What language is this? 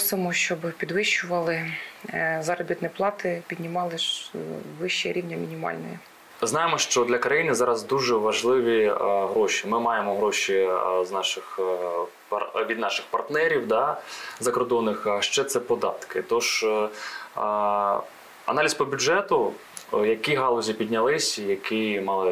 Ukrainian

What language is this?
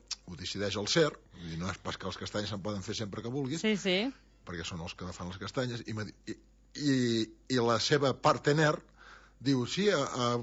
Catalan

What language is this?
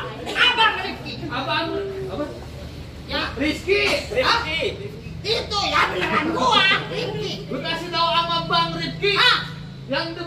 Betawi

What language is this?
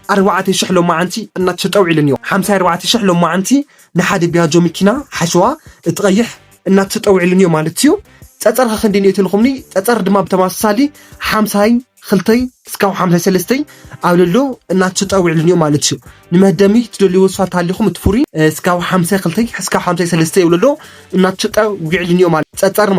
Tigrinya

